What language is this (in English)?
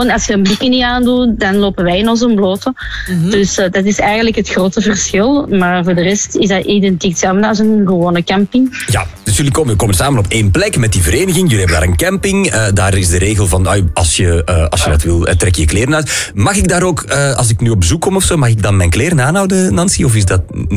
Dutch